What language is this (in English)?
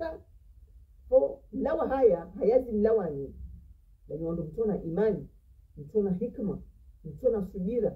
Ngazidja Comorian